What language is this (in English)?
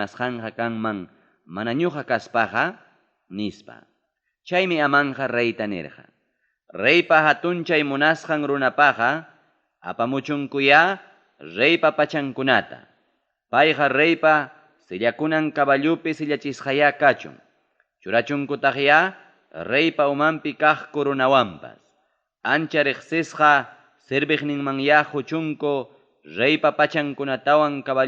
Ayacucho Quechua